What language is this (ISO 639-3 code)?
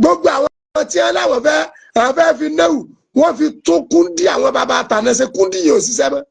yor